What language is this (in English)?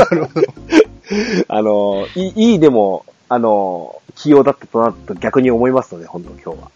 Japanese